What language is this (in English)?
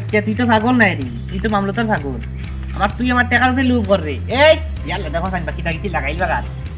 Sylheti